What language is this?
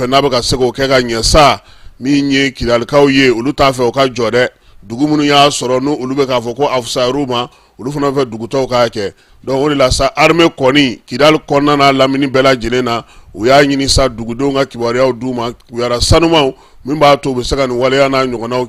Bambara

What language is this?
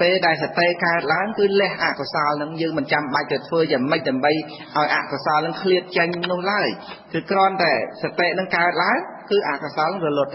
Khmer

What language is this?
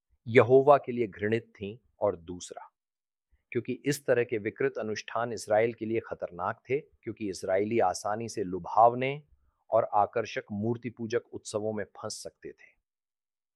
Hindi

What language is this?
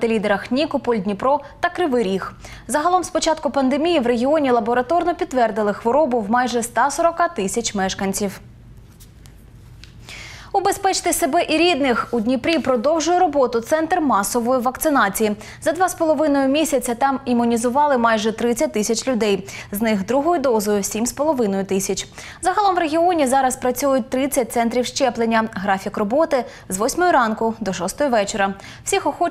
Ukrainian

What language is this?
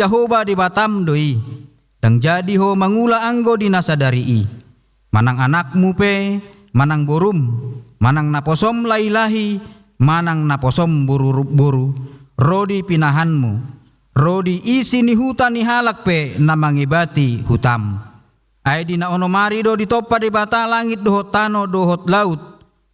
Batak Toba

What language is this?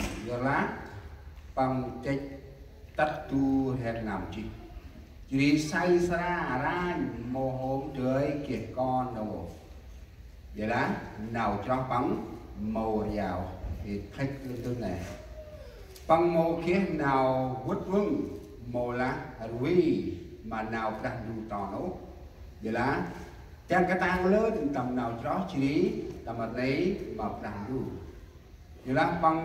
Central Mnong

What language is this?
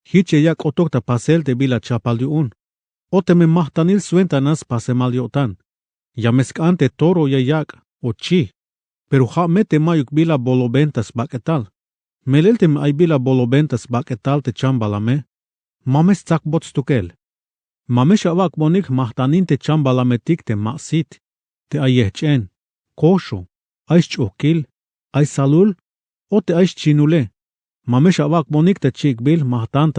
Tzeltal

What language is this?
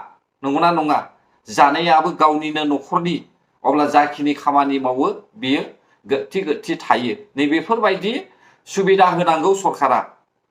Bodo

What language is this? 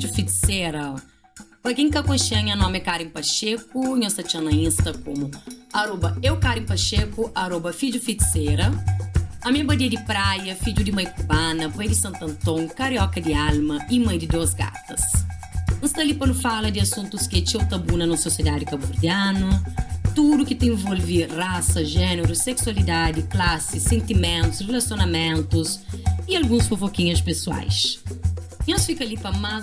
Kabuverdianu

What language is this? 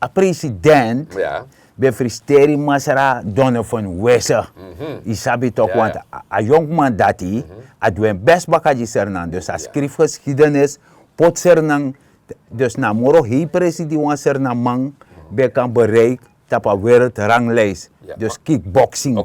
Sranan Tongo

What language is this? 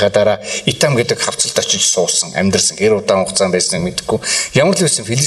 Mongolian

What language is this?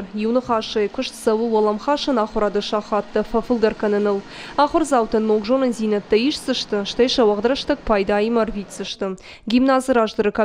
Ossetic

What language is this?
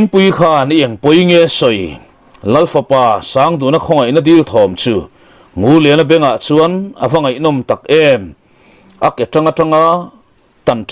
Mizo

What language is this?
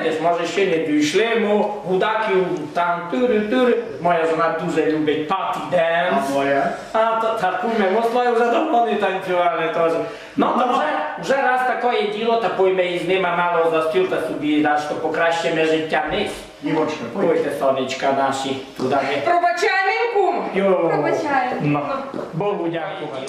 Rusyn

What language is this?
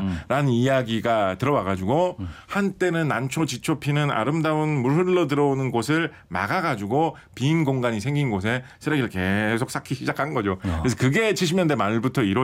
Korean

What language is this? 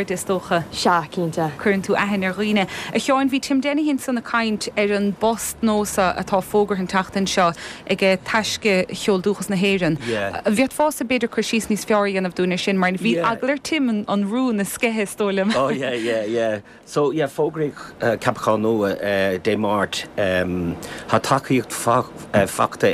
Irish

